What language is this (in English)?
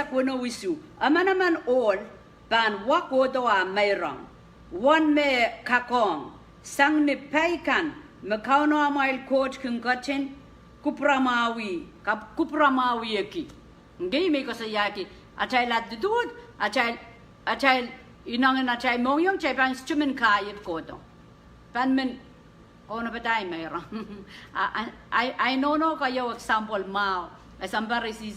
Pohnpeian